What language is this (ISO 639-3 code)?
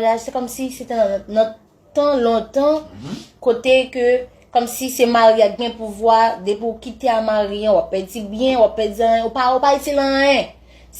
hat